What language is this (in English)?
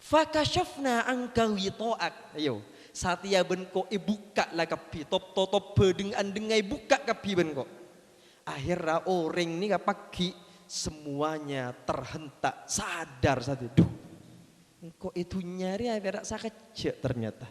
Madurese